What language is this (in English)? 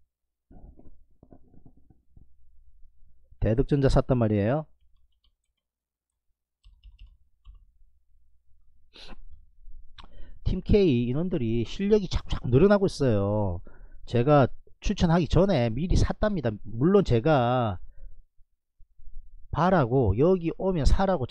Korean